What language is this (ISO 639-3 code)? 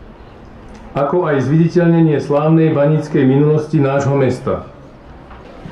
slk